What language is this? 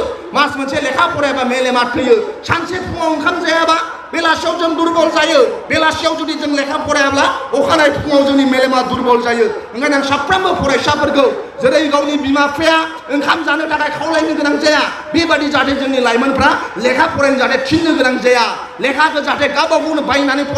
Bodo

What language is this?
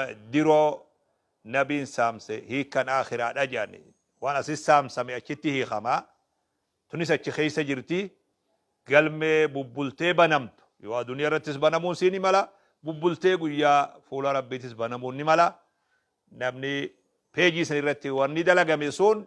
Oromo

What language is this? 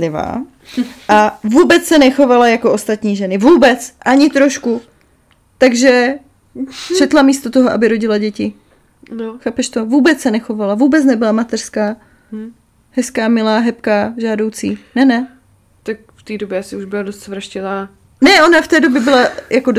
Czech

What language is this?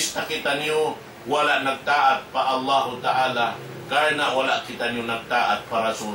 Tausug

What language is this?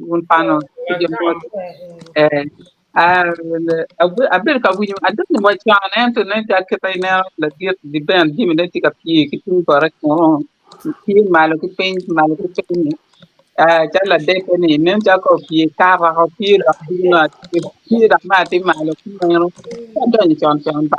Acoli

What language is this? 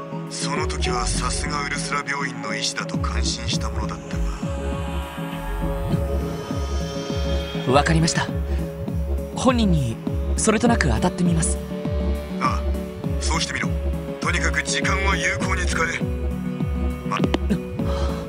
Japanese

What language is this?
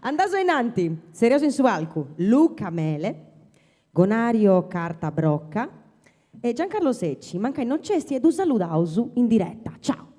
Sardinian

